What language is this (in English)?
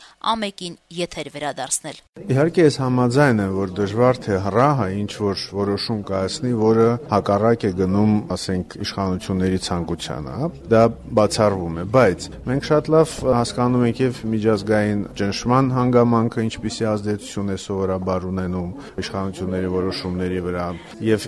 Armenian